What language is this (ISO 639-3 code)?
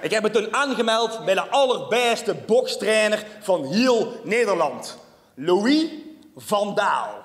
lim